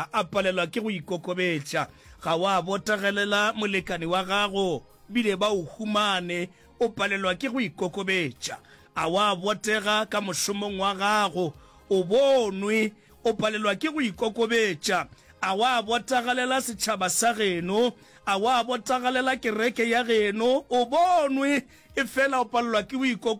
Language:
Northern Sotho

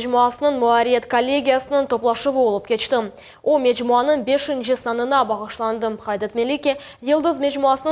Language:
Crimean Tatar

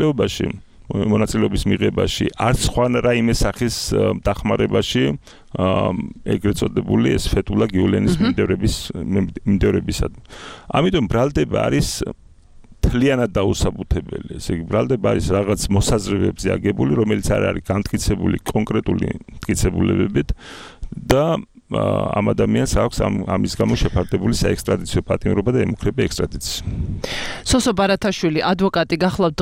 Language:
Georgian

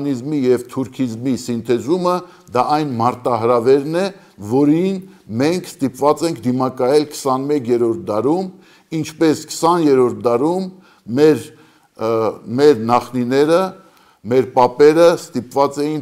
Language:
Armenian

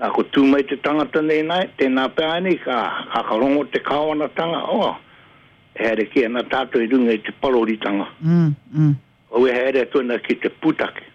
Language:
Māori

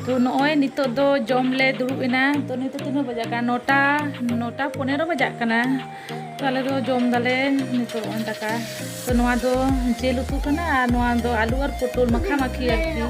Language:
Santali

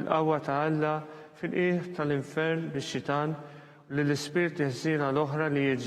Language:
Maltese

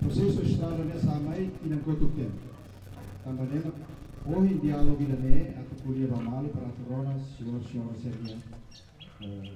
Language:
Tetum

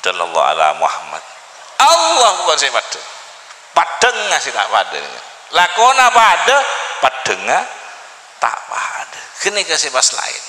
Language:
Madurese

